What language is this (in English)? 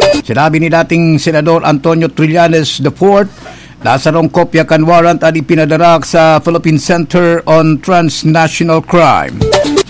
Bikol